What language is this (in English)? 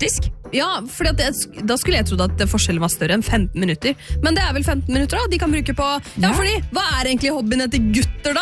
Norwegian